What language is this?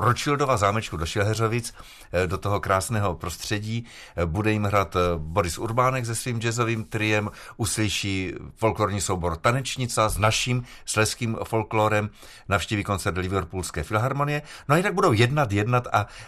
Czech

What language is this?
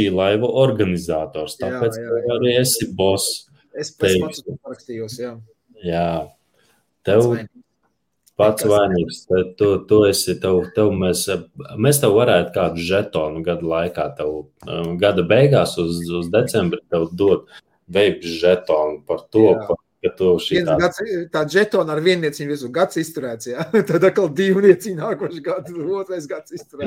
Latvian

